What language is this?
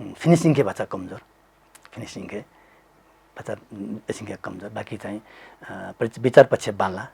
Newari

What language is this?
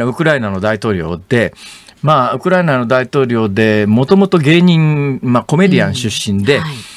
Japanese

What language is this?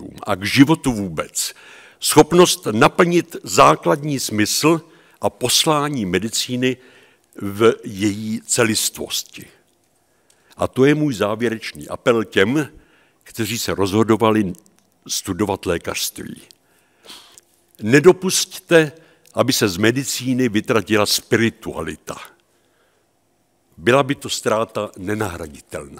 Czech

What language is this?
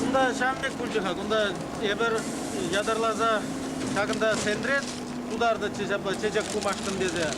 Chuvash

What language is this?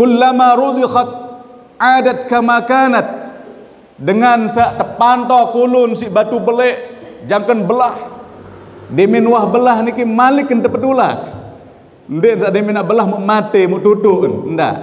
Sasak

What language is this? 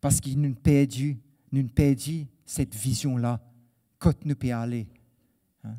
Morisyen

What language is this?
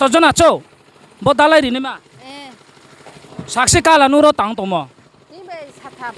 Riang (India)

